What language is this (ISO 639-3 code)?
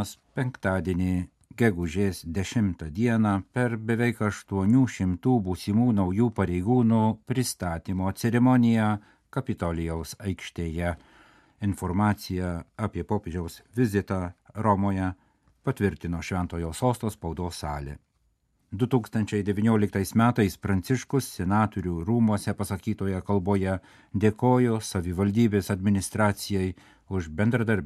lit